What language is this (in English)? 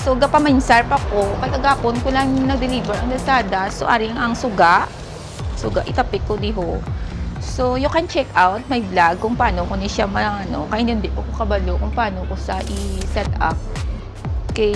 Hiligaynon